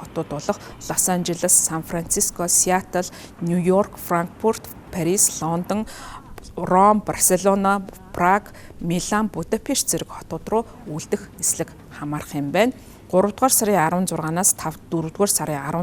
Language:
Mongolian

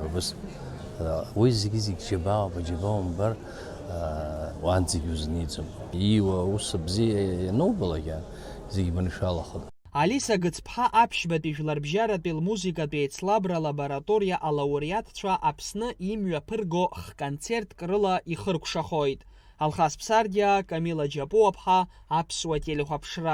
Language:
Abkhazian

